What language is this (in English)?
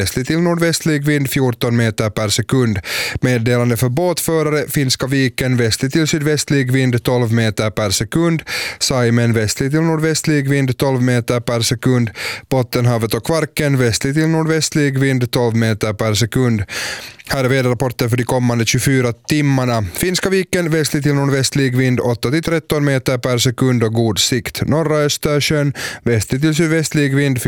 Swedish